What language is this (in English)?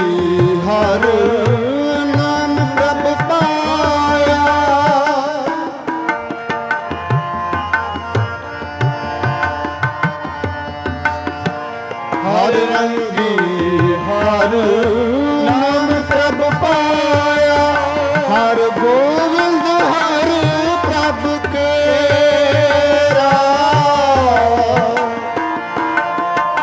Punjabi